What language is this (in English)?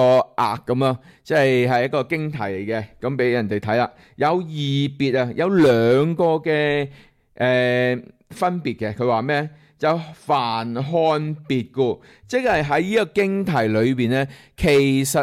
Cantonese